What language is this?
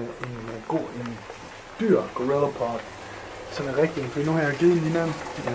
Danish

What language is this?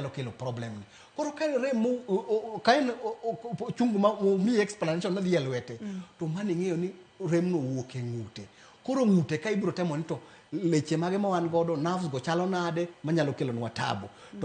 Luo (Kenya and Tanzania)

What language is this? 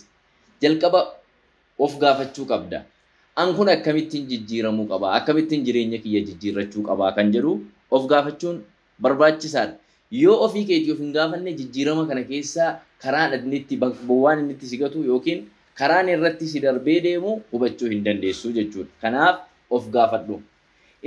Oromo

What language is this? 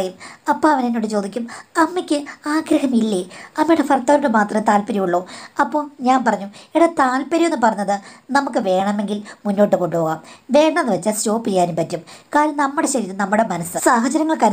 Malayalam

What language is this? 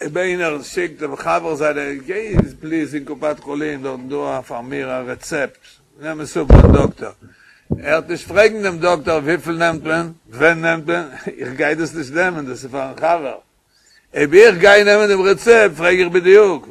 Yiddish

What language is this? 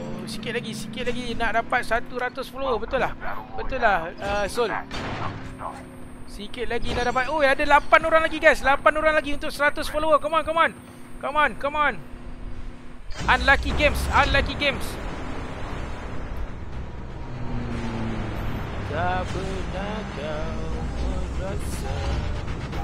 Malay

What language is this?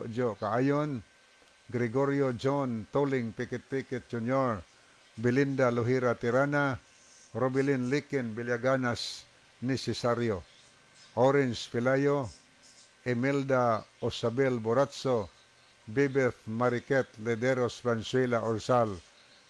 Cebuano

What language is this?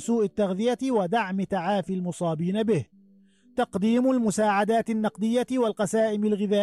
Arabic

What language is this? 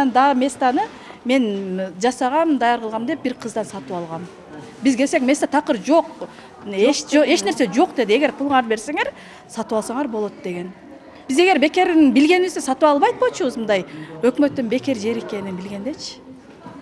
Kyrgyz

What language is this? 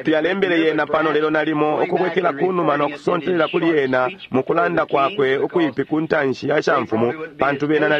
Bemba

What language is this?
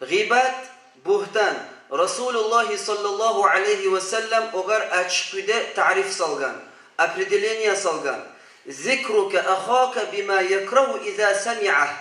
Kumyk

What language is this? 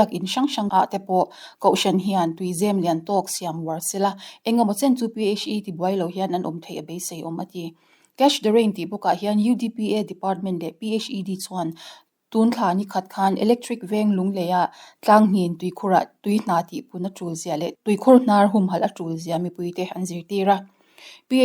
Mizo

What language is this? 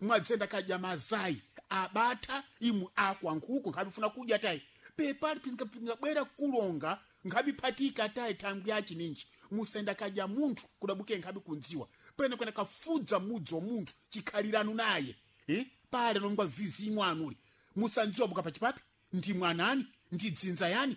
Sena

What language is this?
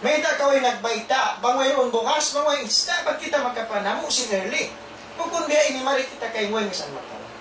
Tausug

